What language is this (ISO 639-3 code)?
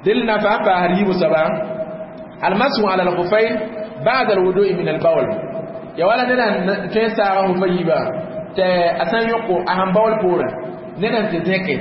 mos